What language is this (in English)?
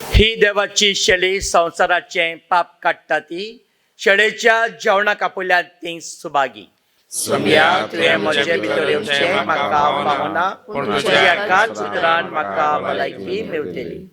Konkani